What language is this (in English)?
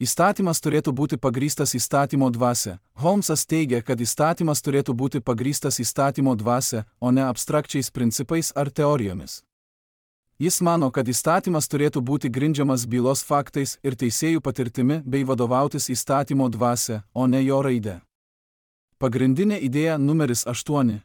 Lithuanian